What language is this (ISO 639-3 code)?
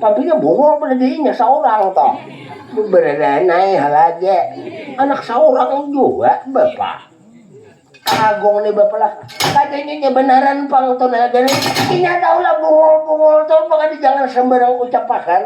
bjn